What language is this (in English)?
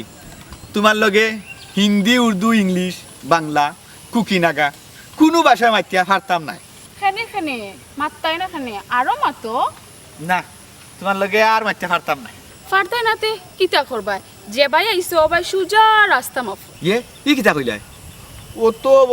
Sylheti